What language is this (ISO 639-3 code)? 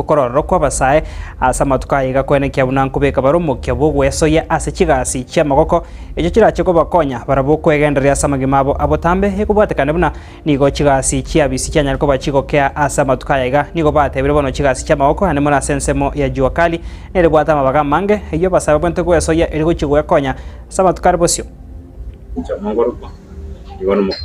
guz